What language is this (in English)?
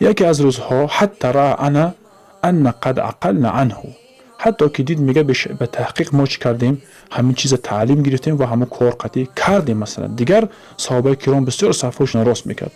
Tajik